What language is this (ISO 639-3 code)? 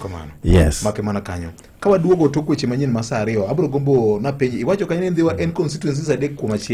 luo